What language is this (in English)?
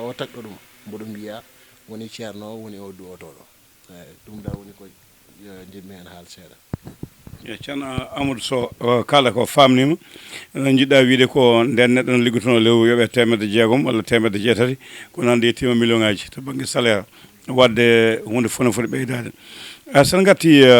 Fula